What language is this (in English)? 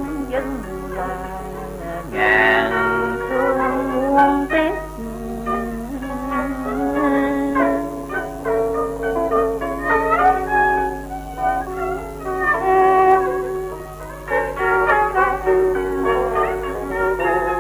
Vietnamese